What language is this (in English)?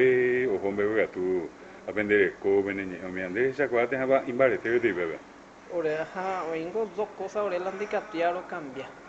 Guarani